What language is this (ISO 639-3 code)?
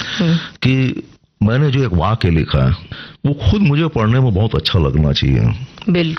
hin